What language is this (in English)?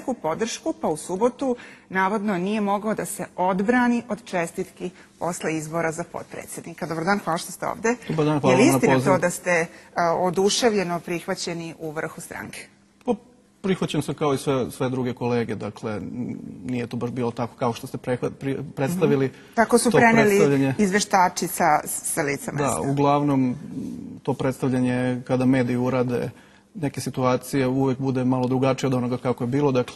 Serbian